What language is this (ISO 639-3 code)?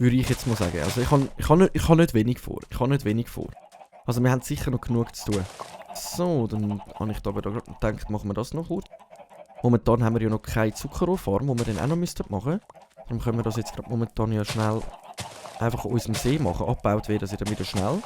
gsw